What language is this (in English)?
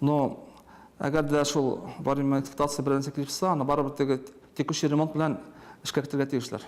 Tatar